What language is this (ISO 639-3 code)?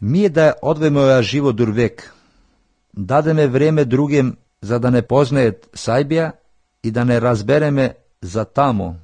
mkd